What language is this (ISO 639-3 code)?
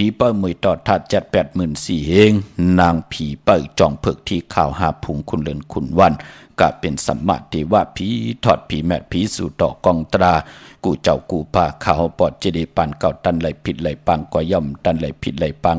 shn